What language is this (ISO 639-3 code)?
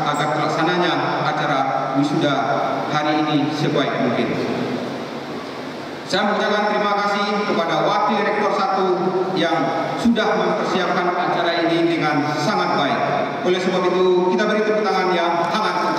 ind